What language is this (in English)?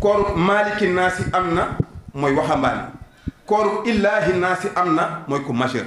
Wolof